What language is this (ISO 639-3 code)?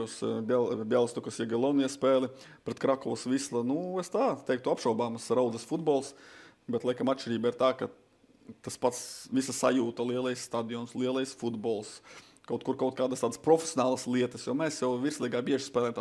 lav